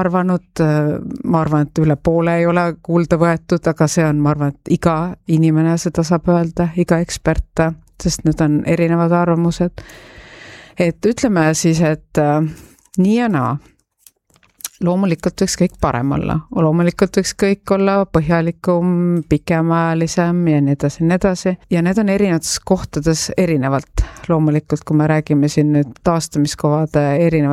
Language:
Estonian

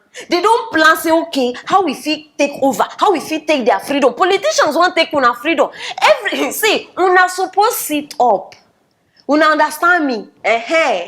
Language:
Nigerian Pidgin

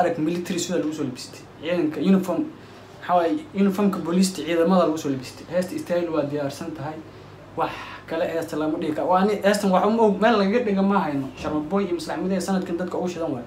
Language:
Somali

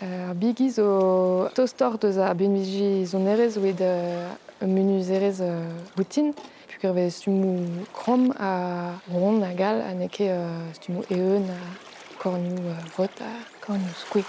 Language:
Breton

